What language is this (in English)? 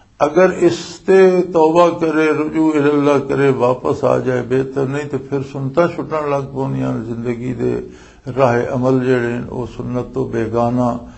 Western Panjabi